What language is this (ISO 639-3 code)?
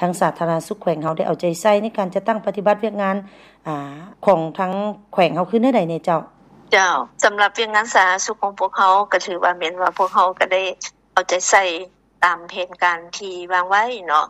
lao